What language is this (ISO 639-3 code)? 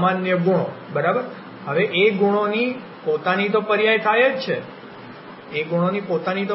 guj